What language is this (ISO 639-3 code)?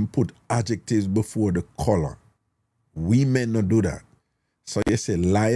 jam